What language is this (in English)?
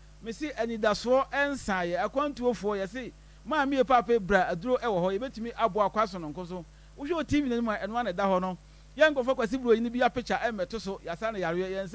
Akan